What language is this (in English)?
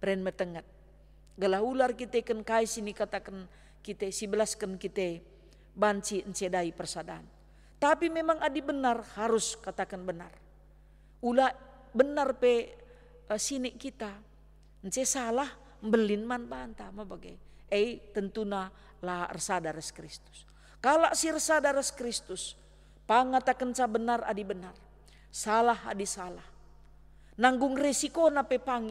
Batak Karo